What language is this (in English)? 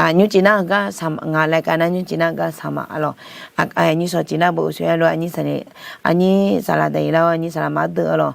Akha